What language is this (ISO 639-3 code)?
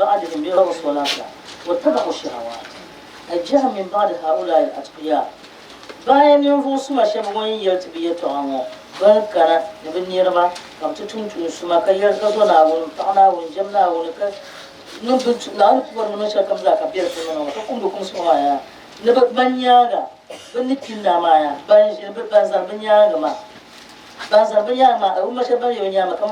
dag